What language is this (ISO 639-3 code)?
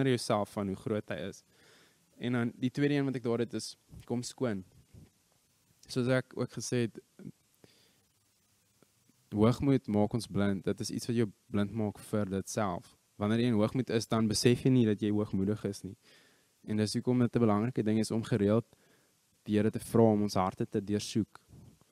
afr